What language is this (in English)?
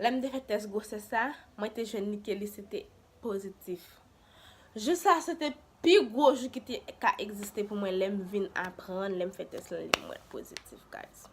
Haitian Creole